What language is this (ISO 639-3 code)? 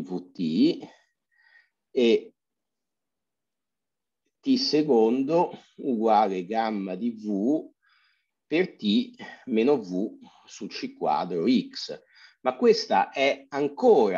ita